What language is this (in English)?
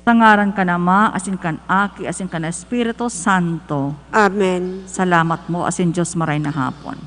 Bikol